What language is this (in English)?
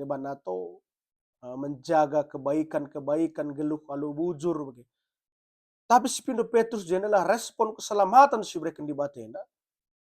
Batak Karo